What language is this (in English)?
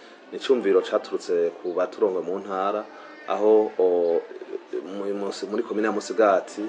Rundi